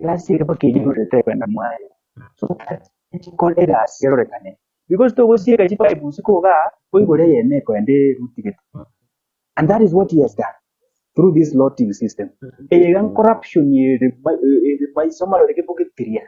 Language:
Gusii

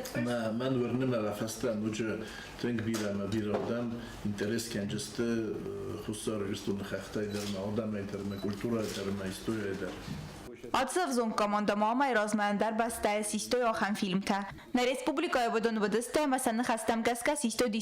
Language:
Ossetic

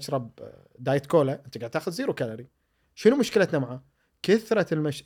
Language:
Gulf Arabic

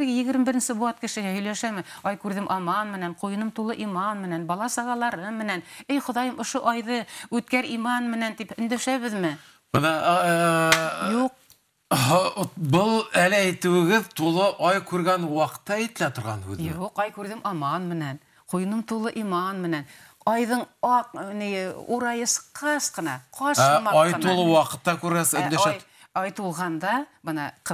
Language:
Bashkir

